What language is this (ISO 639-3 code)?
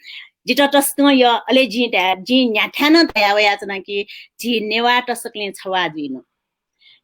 new